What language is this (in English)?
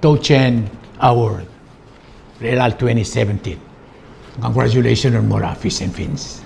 Palauan